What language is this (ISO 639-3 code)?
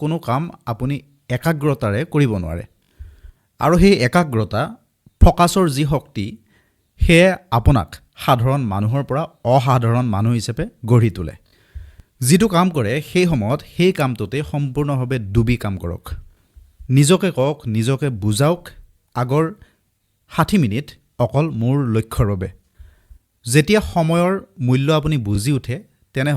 asm